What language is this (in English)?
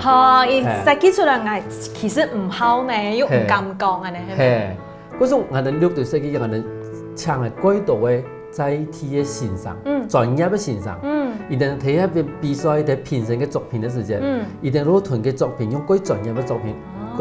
Hakka Chinese